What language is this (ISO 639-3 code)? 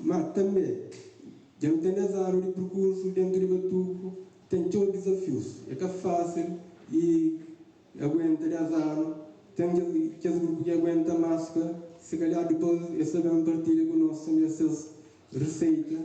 kea